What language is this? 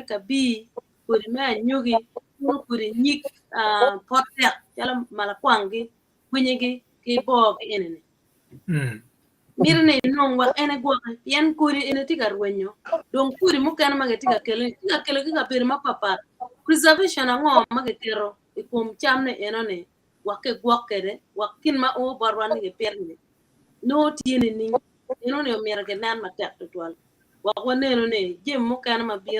Acoli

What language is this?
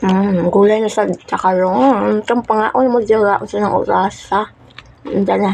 Cebuano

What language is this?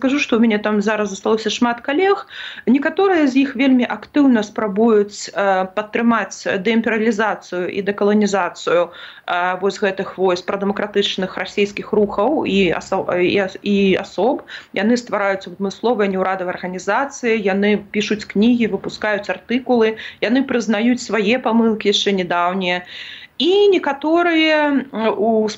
Belarusian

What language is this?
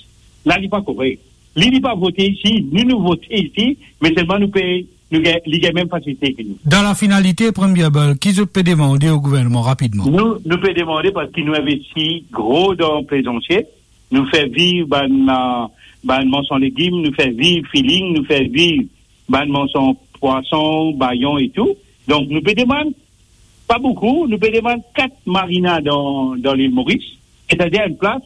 Morisyen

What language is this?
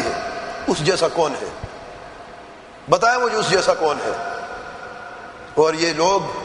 Urdu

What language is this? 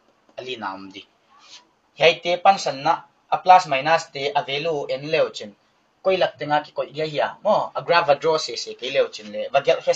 Paite Chin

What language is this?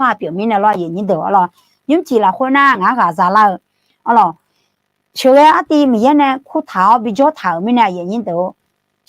Akha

